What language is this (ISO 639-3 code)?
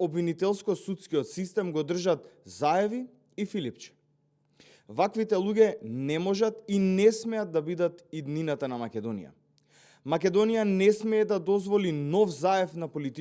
mkd